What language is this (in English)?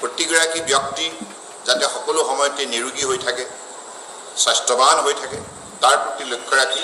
Assamese